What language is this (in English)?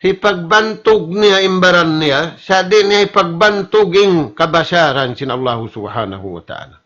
Tausug